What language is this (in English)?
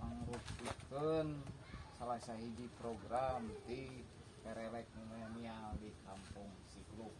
Sundanese